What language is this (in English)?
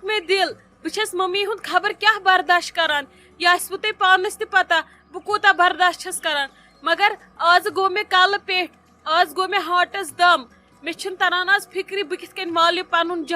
Kashmiri